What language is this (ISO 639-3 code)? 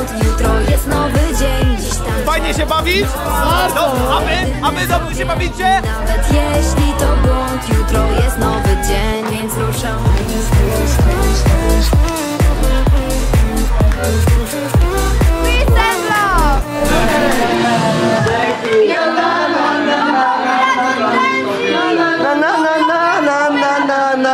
pol